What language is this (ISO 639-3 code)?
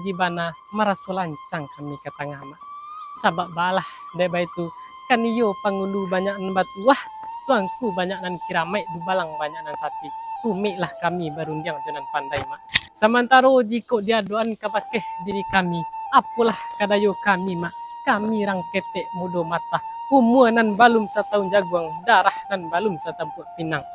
min